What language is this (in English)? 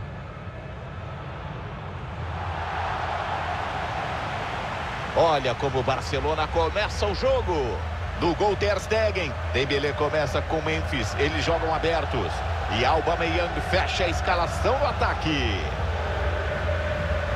Portuguese